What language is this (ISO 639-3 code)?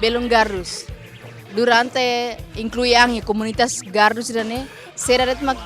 tet